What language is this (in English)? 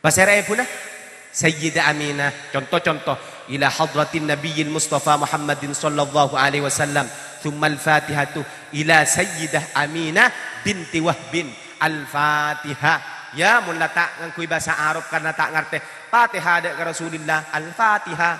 Madurese